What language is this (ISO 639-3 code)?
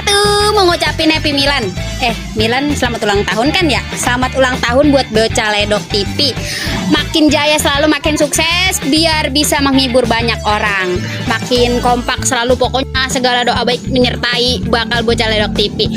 bew